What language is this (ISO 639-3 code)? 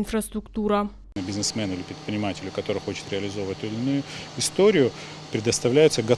oss